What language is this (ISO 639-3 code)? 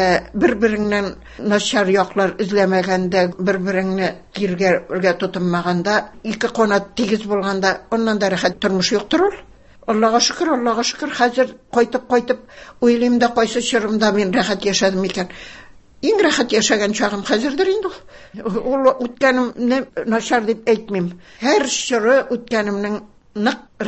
tat